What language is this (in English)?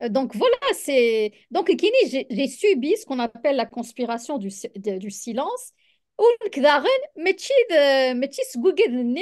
Kabyle